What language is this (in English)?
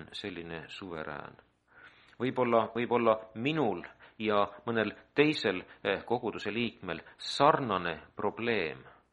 Estonian